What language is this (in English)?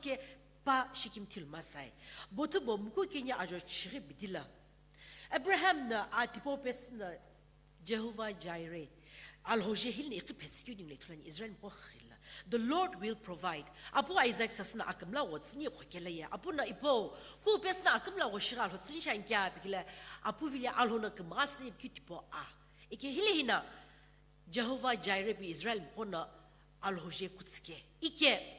Sumi Naga